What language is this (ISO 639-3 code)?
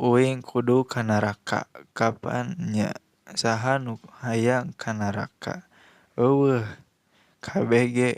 sun